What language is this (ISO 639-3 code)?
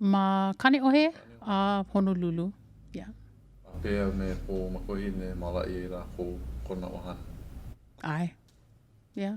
haw